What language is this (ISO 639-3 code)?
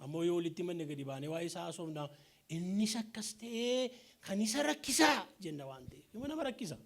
orm